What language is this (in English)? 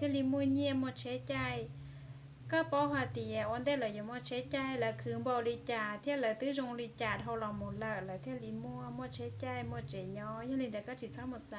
Hmong